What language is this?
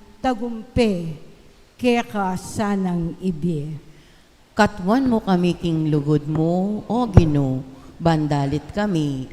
Pampanga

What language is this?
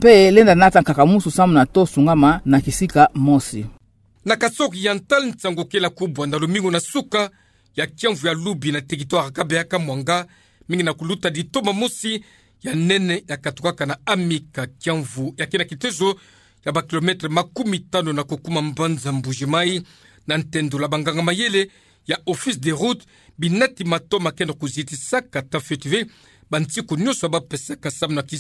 Kituba (Democratic Republic of Congo)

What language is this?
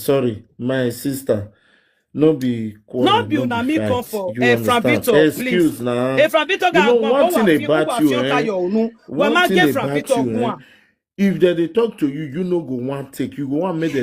Nigerian Pidgin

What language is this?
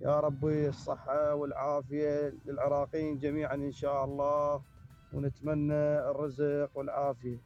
Mesopotamian Arabic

